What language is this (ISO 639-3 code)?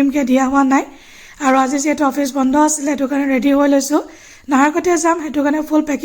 asm